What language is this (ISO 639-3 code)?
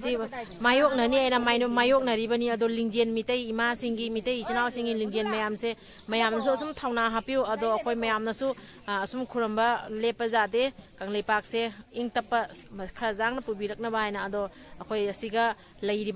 mni